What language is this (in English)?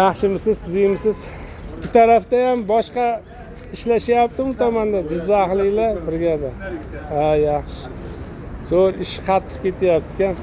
Uzbek